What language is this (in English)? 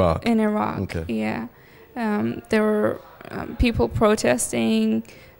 English